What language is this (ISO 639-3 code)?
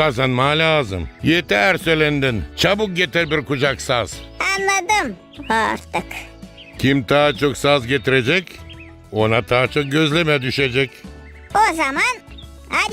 gag